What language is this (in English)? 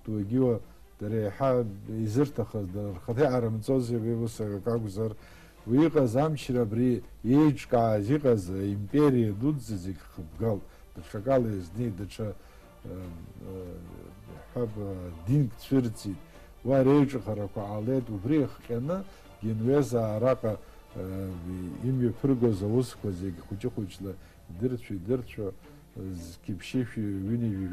Abkhazian